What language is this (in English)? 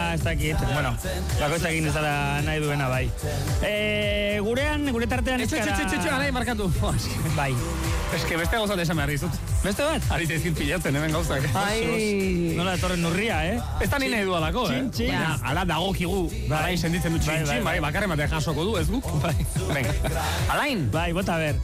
Basque